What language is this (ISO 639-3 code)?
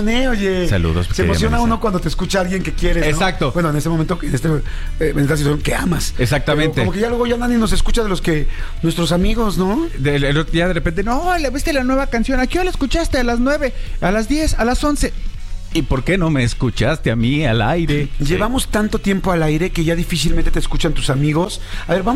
spa